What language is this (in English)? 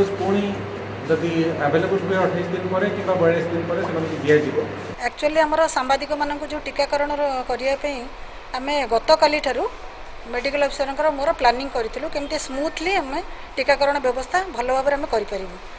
Odia